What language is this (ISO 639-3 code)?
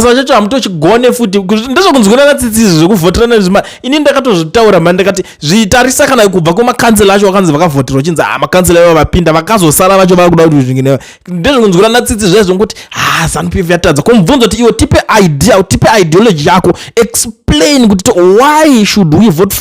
sna